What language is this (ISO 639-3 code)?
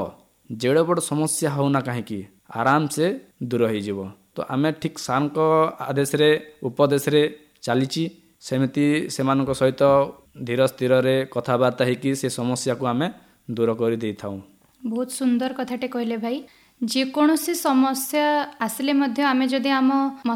ori